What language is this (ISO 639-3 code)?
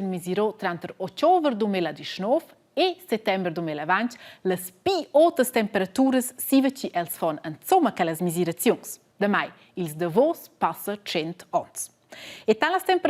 roh